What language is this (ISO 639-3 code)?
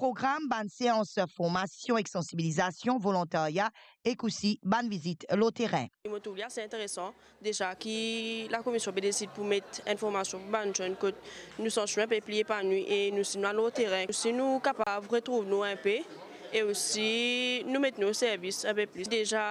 mfe